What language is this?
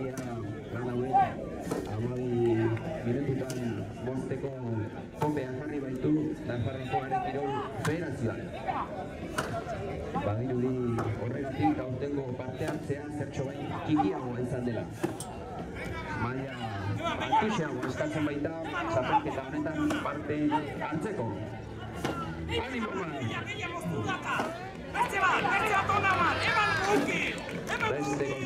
Basque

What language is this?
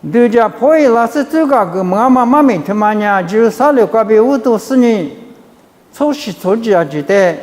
Lisu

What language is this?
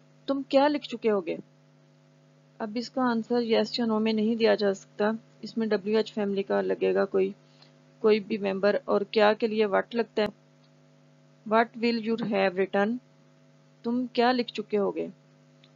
Urdu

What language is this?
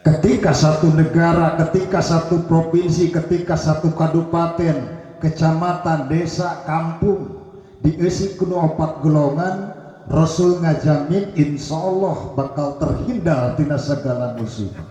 Sundanese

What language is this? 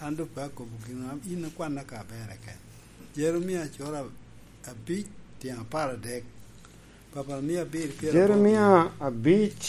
Lango (Uganda)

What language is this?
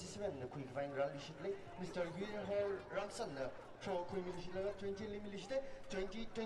Tangkhul Naga (India)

